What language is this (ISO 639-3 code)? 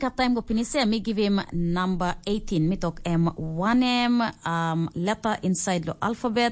tpi